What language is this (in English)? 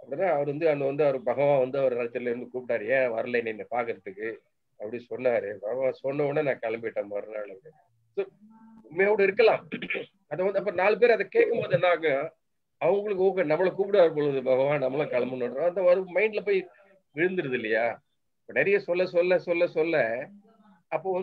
Tamil